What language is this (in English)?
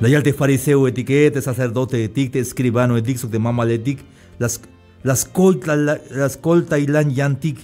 Tzeltal